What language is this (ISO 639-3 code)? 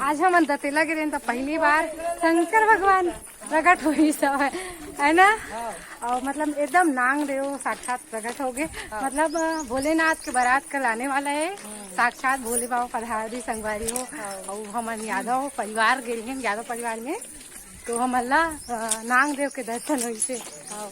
hne